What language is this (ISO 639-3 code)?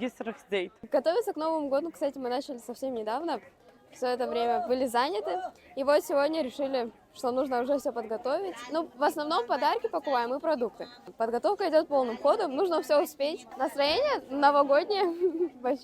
abk